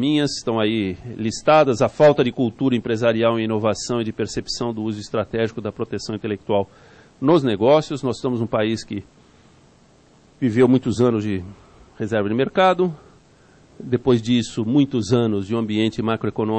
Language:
Portuguese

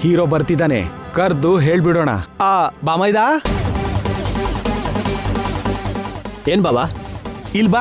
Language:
Kannada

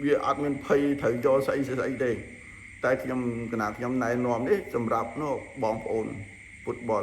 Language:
Khmer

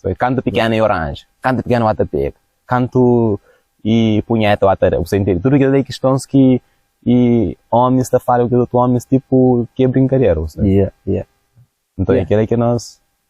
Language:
Kabuverdianu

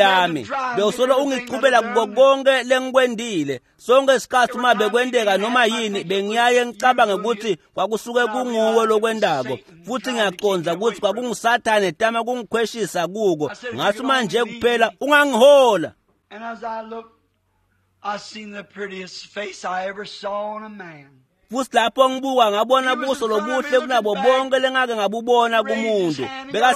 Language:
Swati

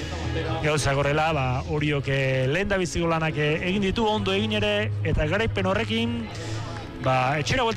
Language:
Basque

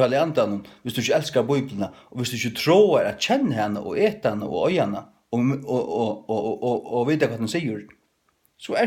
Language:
Faroese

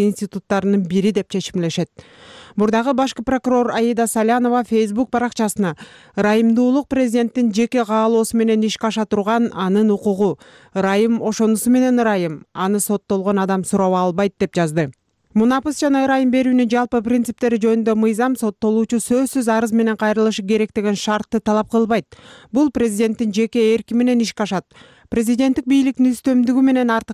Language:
Kyrgyz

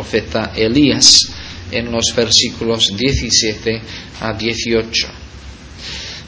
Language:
Spanish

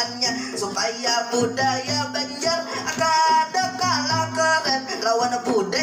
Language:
Banjar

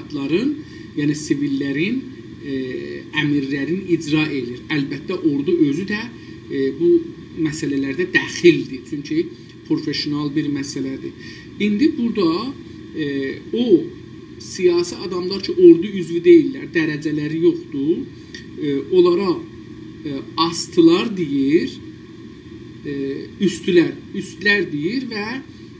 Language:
South Azerbaijani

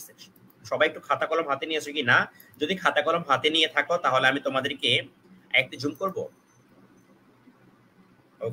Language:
Bangla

